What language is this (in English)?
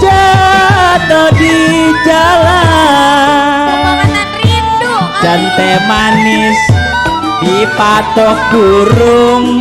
Betawi